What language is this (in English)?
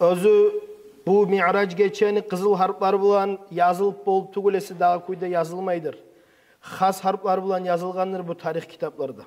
Kumyk